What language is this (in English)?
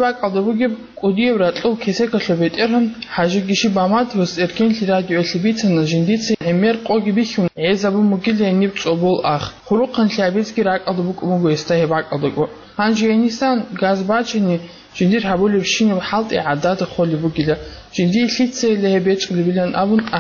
Avaric